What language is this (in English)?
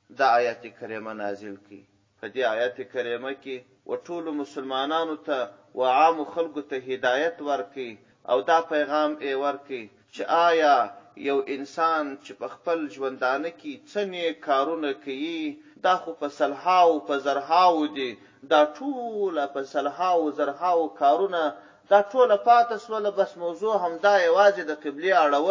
Pashto